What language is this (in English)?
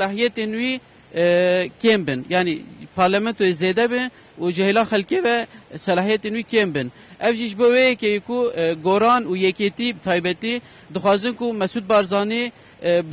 Kurdish